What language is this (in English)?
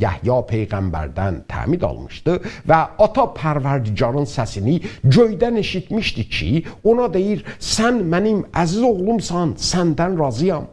South Azerbaijani